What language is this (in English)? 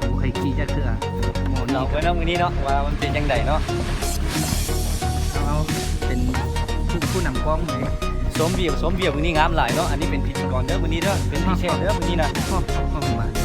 Lao